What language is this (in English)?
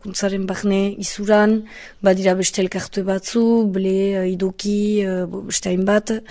Basque